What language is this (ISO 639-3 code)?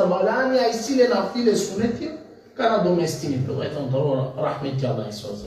rmn